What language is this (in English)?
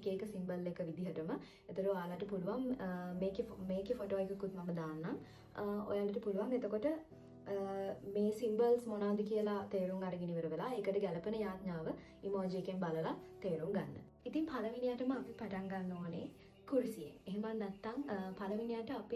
Sinhala